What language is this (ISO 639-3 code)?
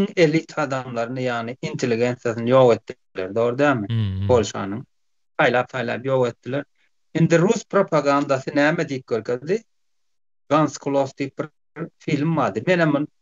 tuk